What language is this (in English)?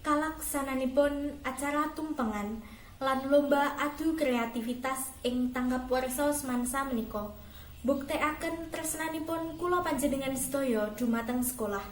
Javanese